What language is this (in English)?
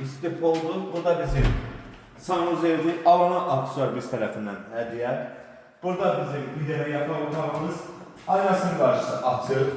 Azerbaijani